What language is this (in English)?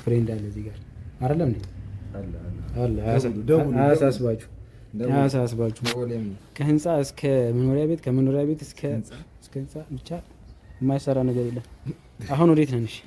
Amharic